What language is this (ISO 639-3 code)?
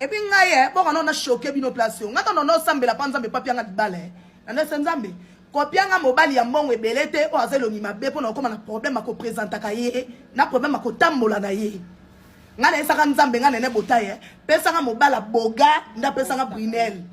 lin